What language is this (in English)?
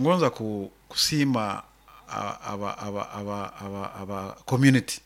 Nyoro